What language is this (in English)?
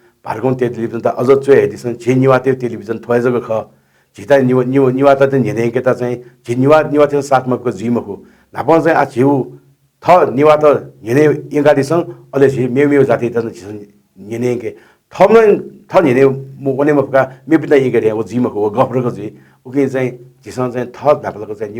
Newari